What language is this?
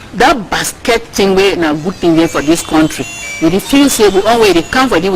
Nigerian Pidgin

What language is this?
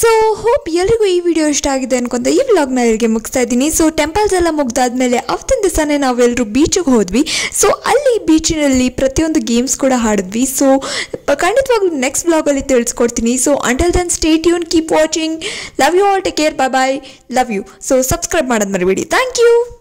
Kannada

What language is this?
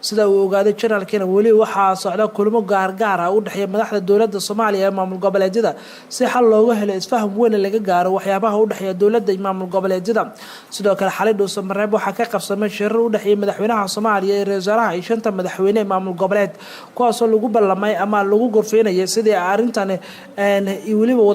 Somali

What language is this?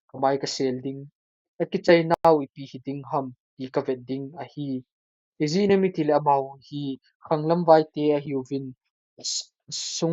Thado Chin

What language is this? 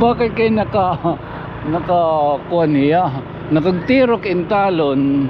Waray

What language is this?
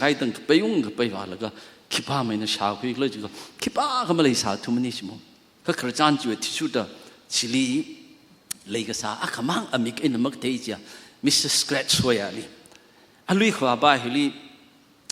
Tangkhul Naga (India)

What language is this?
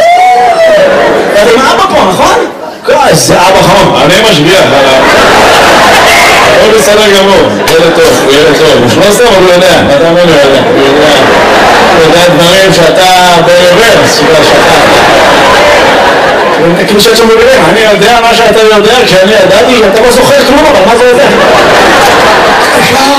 Hebrew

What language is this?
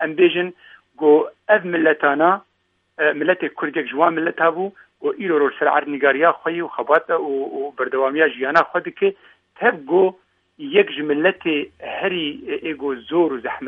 Kurdish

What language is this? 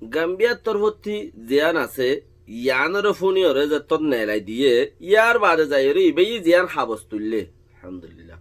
Rohingya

